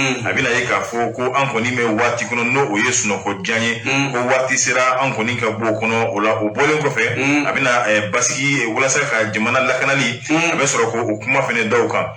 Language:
Bambara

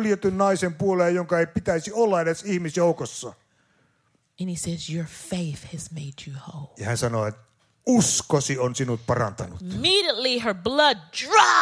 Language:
Finnish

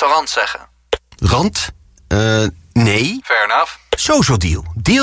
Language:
Dutch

